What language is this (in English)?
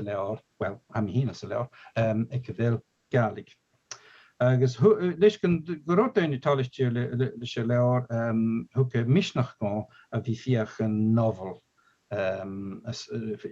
Scottish Gaelic